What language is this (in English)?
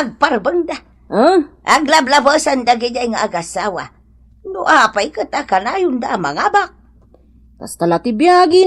Iloko